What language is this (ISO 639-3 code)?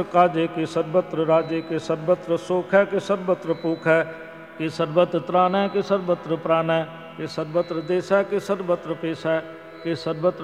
pan